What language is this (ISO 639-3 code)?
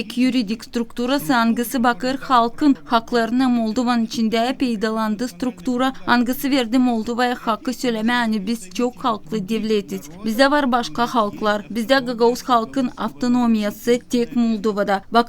gag